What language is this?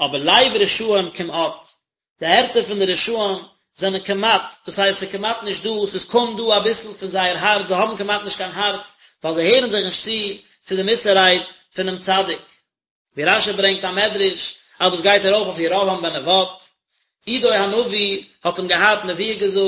Yiddish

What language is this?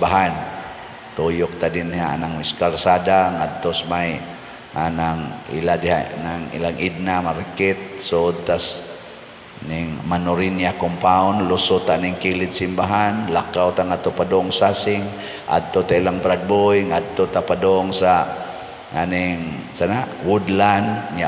Cebuano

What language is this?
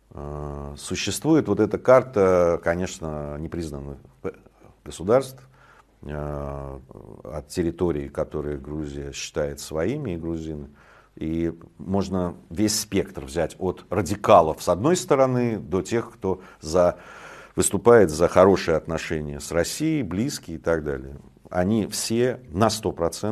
Russian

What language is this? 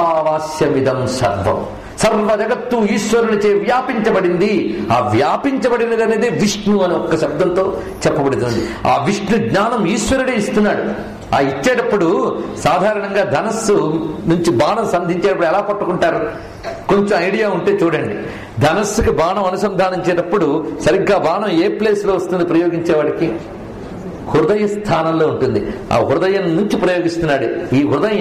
Telugu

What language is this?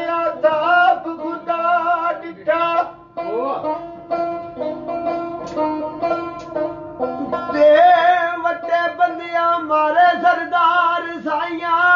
Punjabi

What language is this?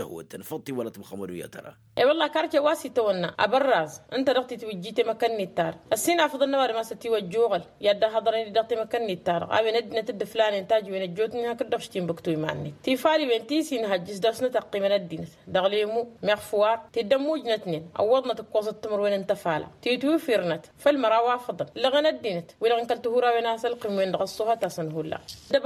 Tamasheq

